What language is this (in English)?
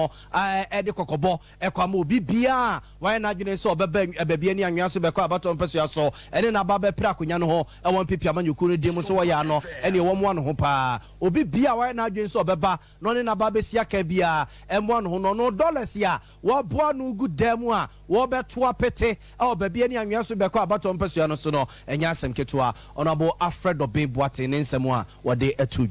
Akan